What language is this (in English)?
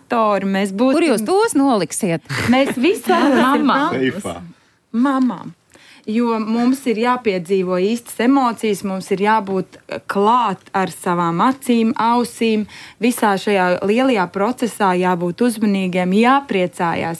Latvian